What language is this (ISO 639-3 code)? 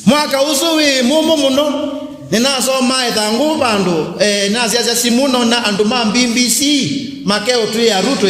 kam